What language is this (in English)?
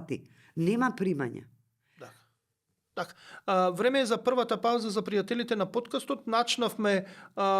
Macedonian